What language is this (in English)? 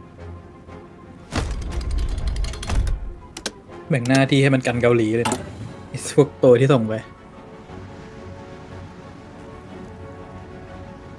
Thai